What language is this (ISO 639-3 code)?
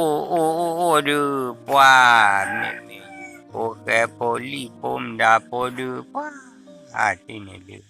ksw